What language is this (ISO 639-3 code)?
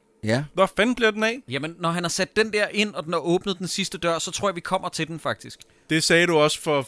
dan